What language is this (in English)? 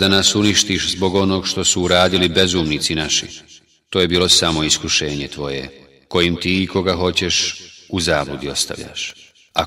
Bosnian